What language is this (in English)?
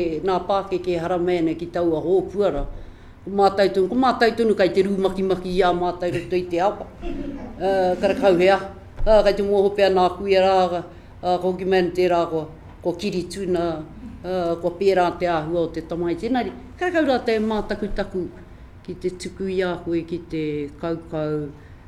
Māori